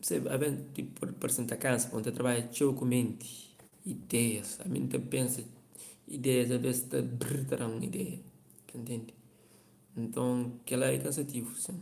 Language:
Kabuverdianu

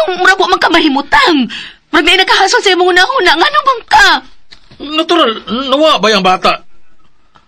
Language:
Cebuano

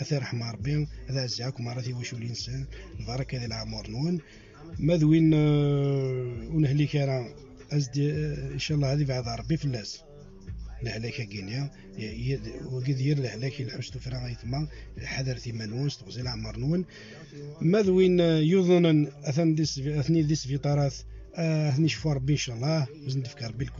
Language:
Kabyle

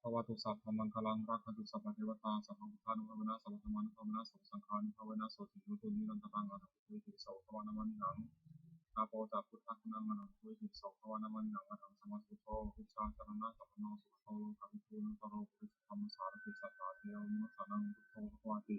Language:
Pali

